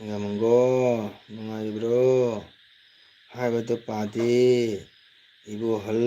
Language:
Manipuri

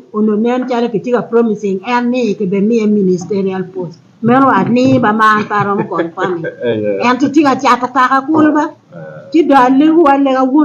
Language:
Acoli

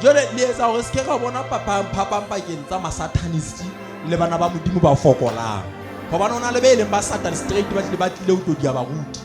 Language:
Southern Sotho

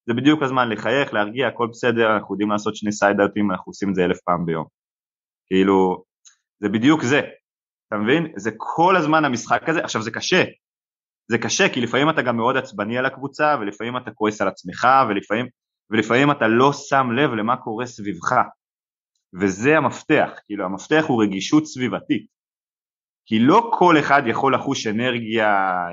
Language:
Hebrew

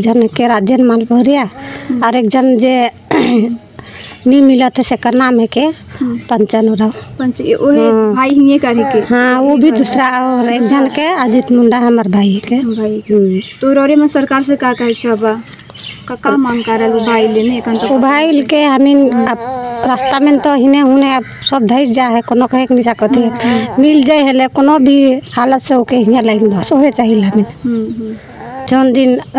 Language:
Sadri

